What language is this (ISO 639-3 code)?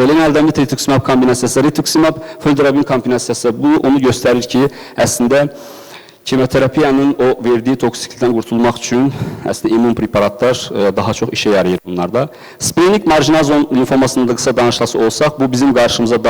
aze